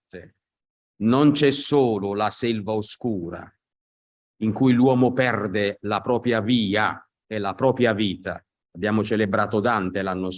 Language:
Italian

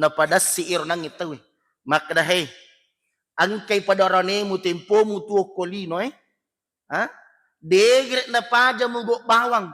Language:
Buginese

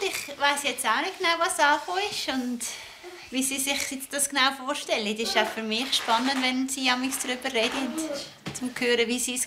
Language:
Swiss German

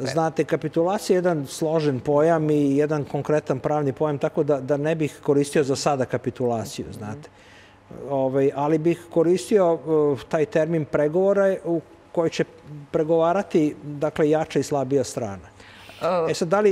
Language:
Serbian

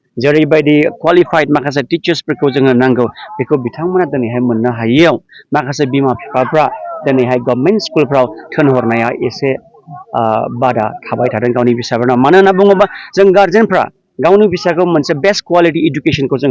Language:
Bodo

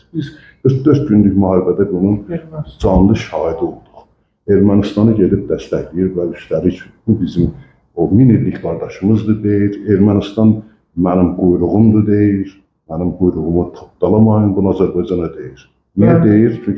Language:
Azerbaijani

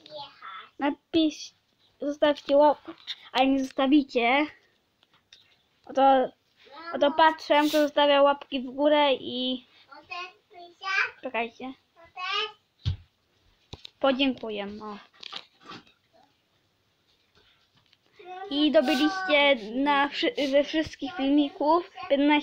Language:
Polish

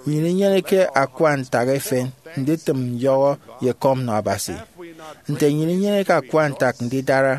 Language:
Efik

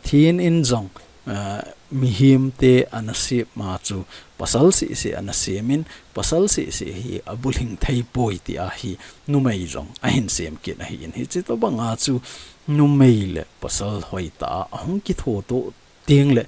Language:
Thado Chin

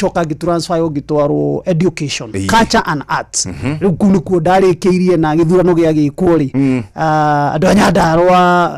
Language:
Kikuyu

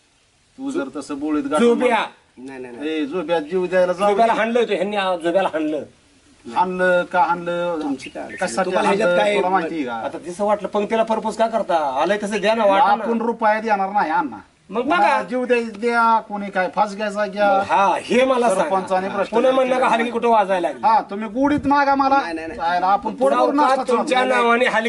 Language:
Marathi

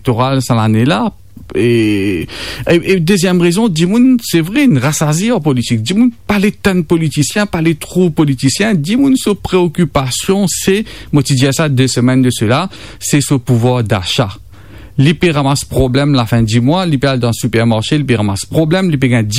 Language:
Morisyen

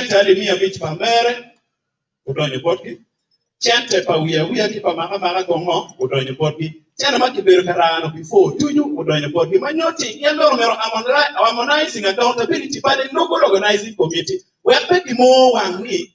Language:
Acoli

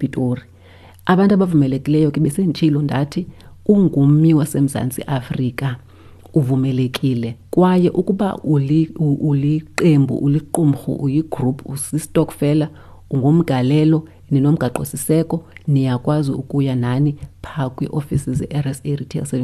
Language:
Xhosa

